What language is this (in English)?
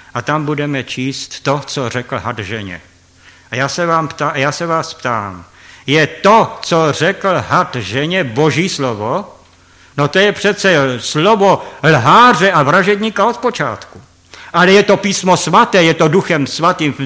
Czech